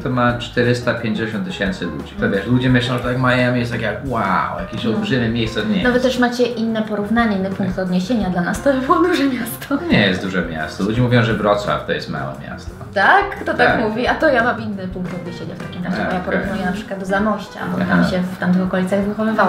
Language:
Polish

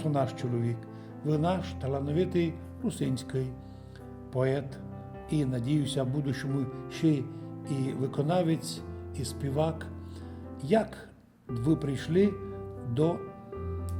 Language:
Rusyn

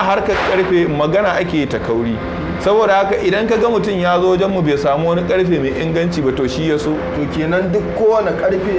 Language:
Hausa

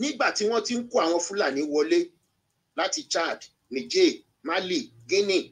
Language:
Yoruba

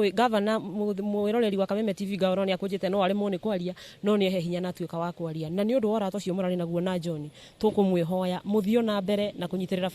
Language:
Kikuyu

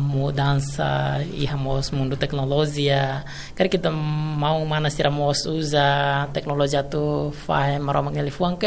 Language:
Tetum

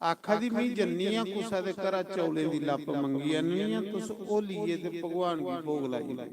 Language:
Dogri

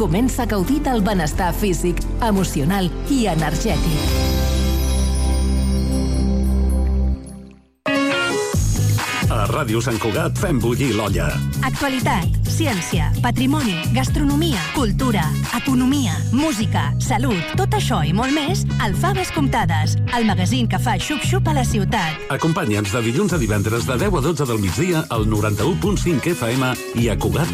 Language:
Catalan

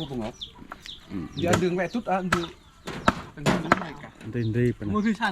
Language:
Central Mnong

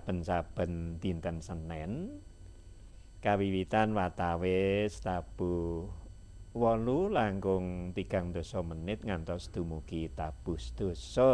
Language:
Javanese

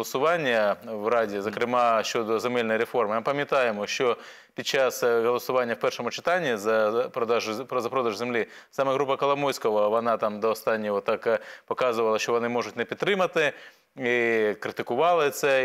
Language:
Ukrainian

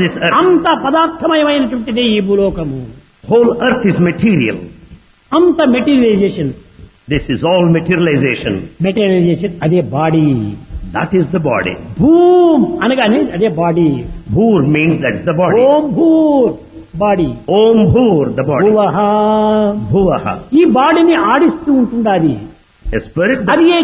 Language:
Telugu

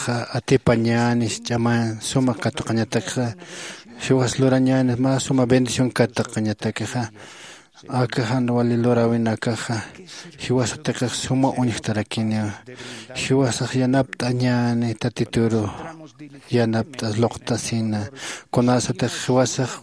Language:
Aymara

